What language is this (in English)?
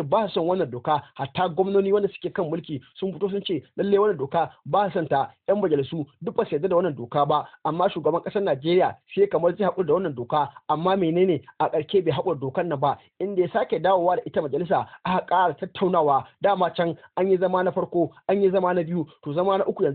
Hausa